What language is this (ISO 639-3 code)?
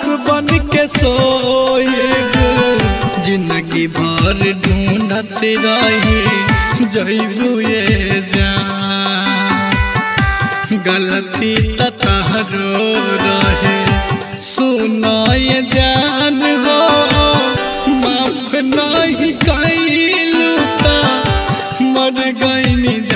bho